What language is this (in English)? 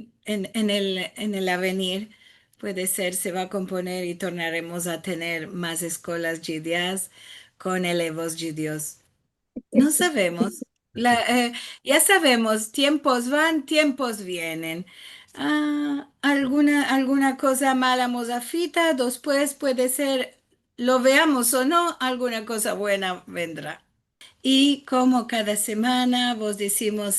Ladino